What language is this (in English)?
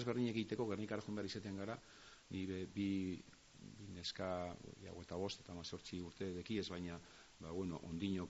Basque